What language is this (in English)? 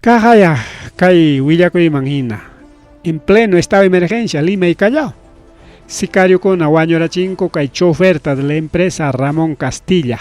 Ayacucho Quechua